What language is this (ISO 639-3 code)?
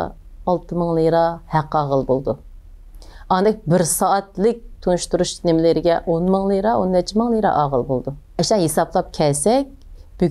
uig